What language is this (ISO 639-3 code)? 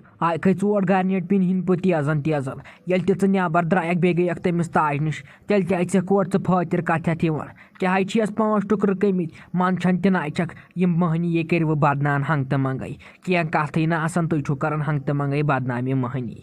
kas